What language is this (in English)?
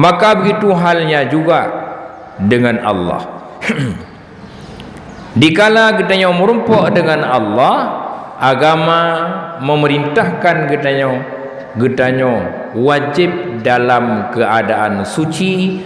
Achinese